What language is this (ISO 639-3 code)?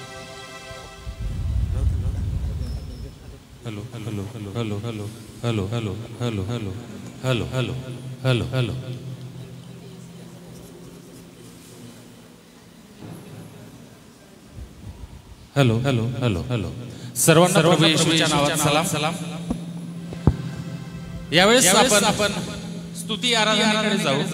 mar